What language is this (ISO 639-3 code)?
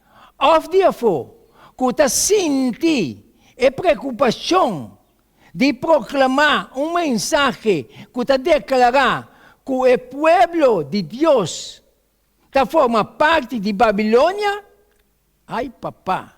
pap